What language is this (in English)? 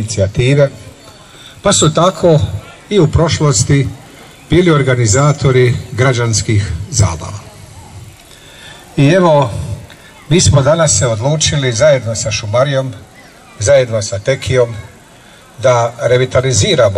Croatian